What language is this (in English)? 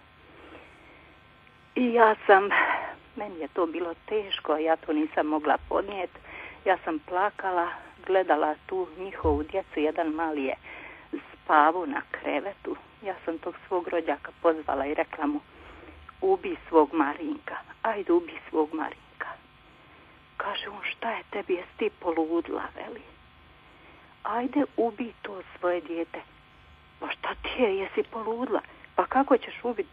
Croatian